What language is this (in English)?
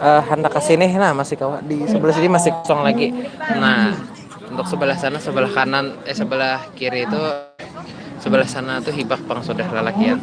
Banjar